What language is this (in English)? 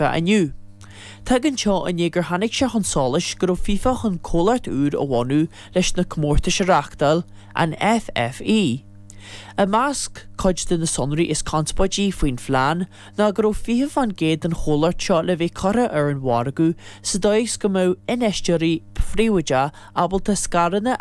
Irish